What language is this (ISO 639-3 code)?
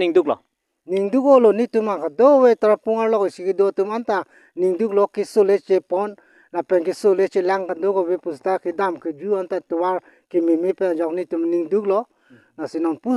mjw